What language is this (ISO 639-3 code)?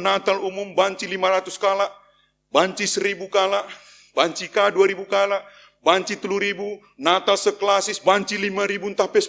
btx